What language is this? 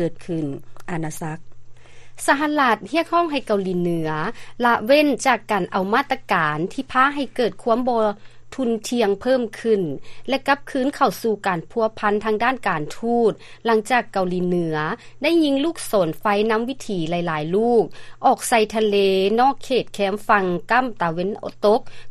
Lao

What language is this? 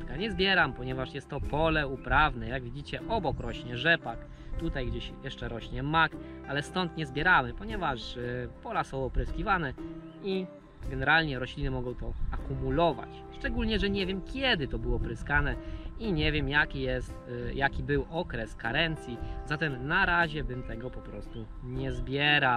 Polish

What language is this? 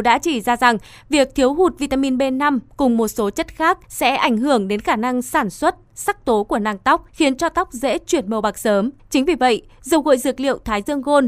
Vietnamese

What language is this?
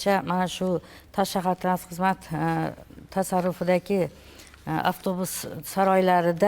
Uzbek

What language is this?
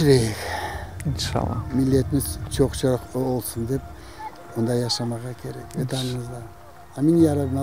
Crimean Tatar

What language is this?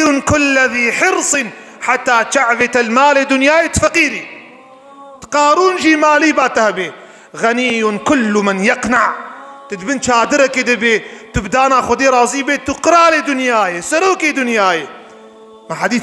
Kurdish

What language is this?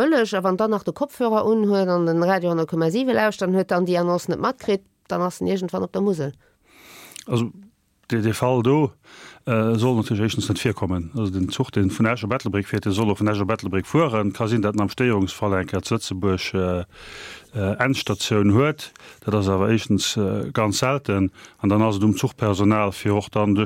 Luxembourgish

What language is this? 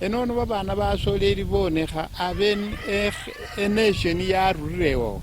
Luyia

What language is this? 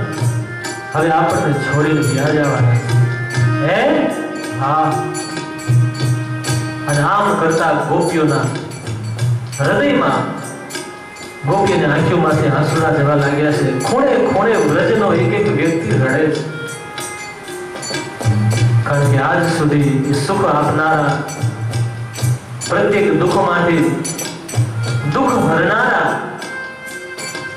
Gujarati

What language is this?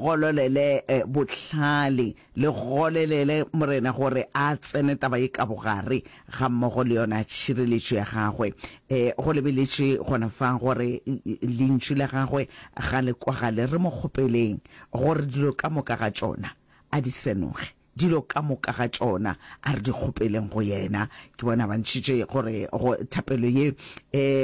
Northern Sotho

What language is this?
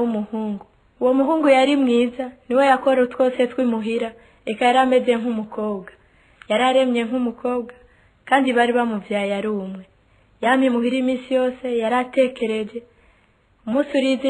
Rundi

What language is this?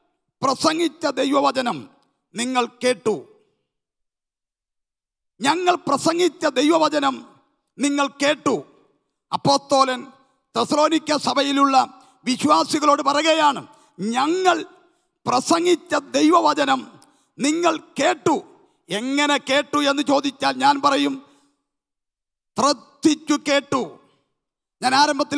Malayalam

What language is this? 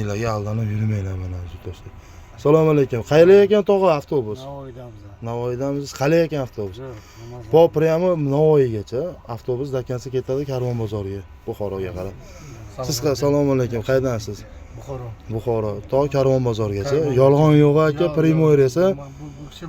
Uzbek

